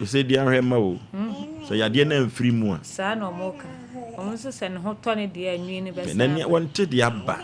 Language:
Akan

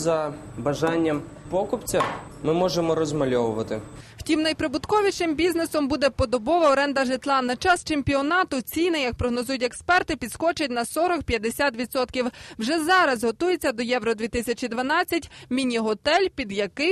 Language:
Ukrainian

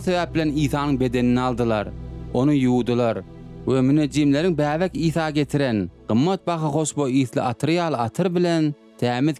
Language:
Turkmen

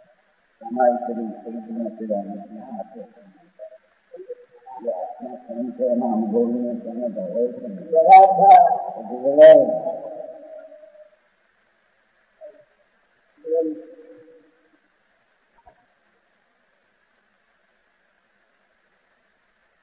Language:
Gujarati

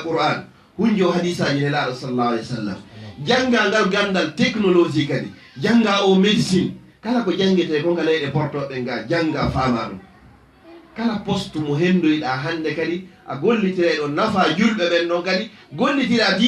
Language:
Fula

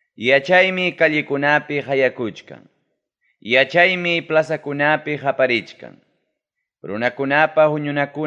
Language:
Ayacucho Quechua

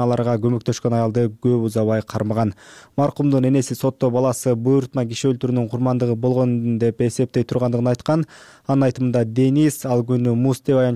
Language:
Kyrgyz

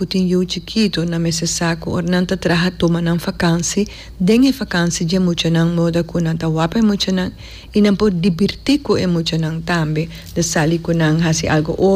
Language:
Papiamento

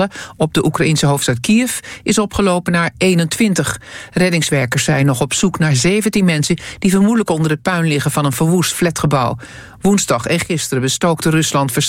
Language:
Dutch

